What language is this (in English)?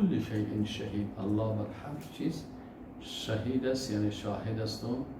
Persian